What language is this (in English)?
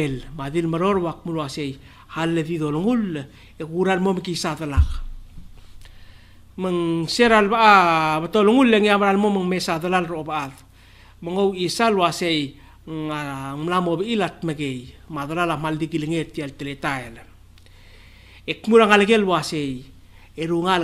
Palauan